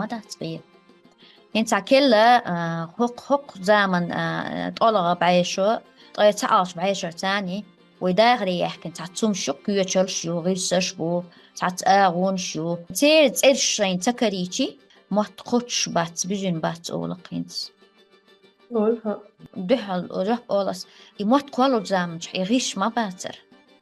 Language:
Chechen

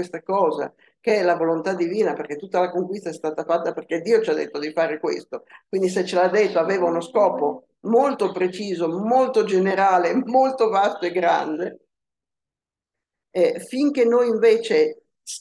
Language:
Italian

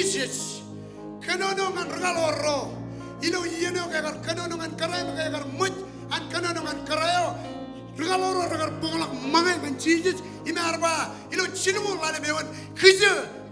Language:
Marshallese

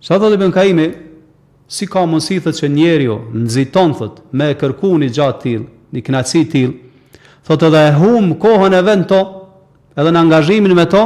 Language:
Albanian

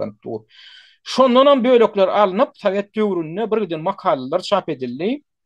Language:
Turkmen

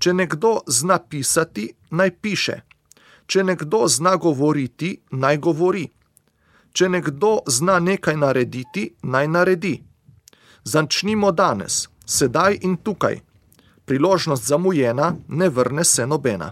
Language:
Slovenian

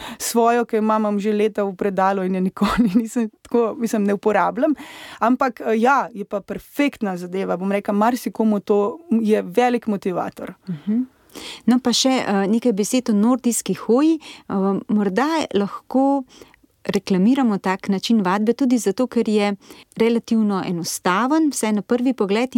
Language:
Slovenian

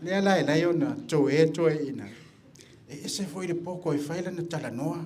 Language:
Samoan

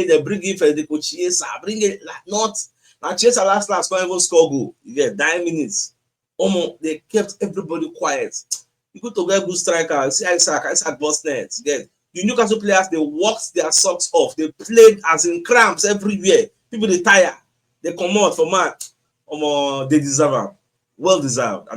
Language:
Nigerian Pidgin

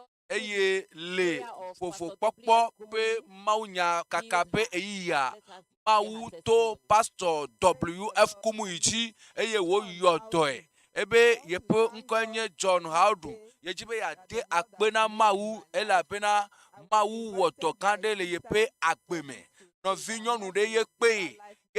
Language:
Ewe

